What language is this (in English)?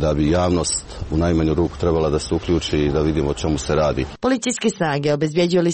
Serbian